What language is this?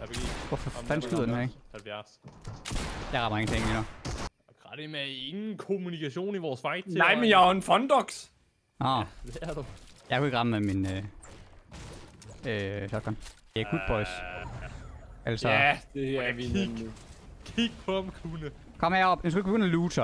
Danish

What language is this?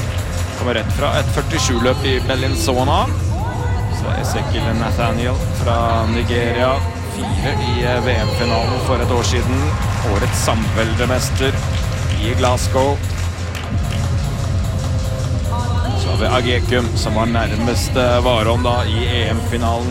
Norwegian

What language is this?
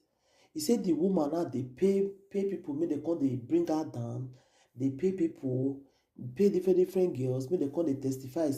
Nigerian Pidgin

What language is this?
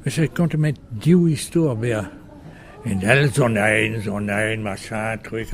Breton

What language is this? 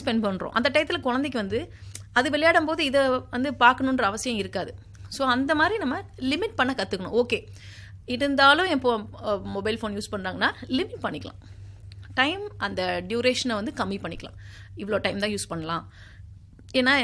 Tamil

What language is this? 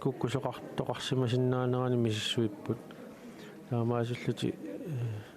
Kalaallisut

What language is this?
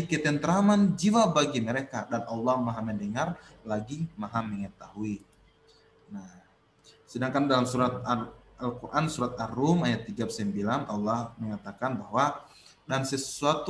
Indonesian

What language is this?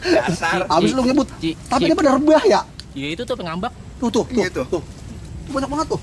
Betawi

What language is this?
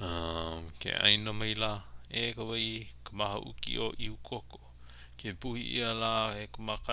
Hawaiian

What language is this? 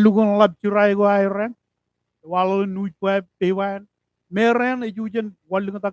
Marshallese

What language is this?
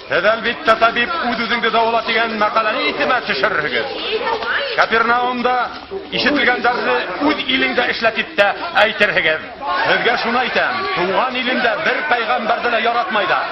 Bashkir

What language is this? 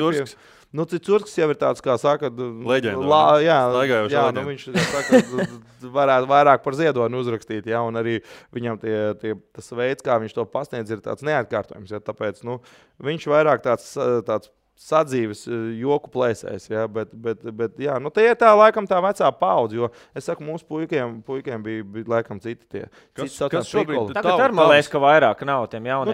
Latvian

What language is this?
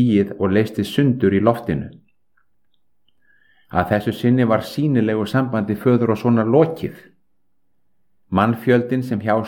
Icelandic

